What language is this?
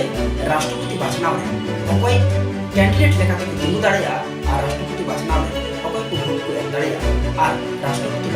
Santali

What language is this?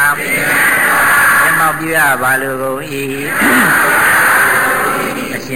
Burmese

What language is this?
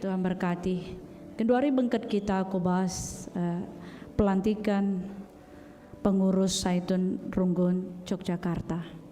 Batak Karo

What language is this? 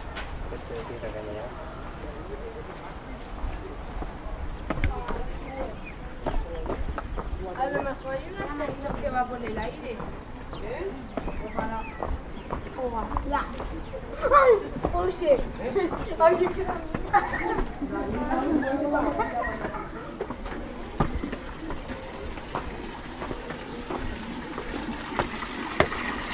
Spanish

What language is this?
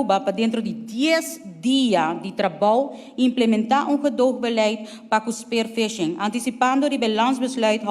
Papiamento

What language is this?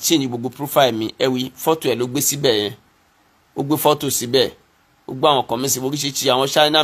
Yoruba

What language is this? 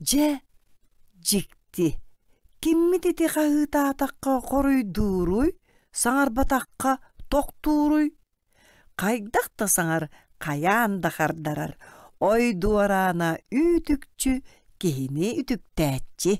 Yakut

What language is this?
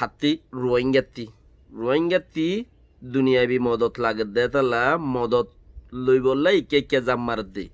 Rohingya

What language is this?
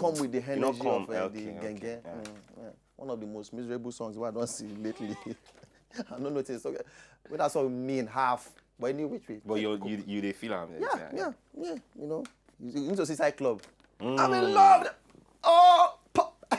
Nigerian Pidgin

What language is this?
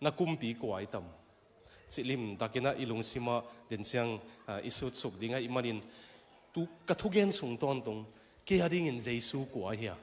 Tedim Chin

